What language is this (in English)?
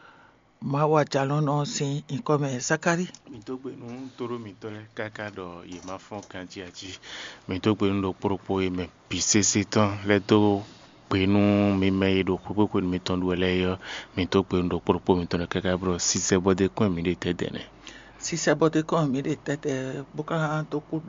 Fon